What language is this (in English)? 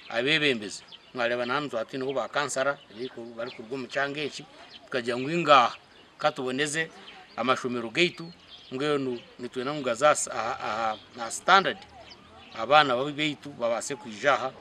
Nyankole